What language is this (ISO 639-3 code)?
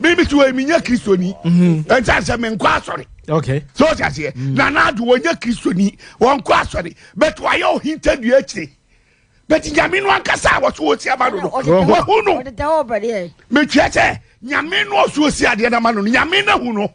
aka